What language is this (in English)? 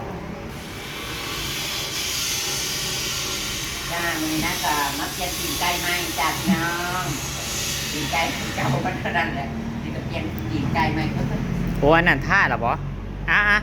Northeastern Thai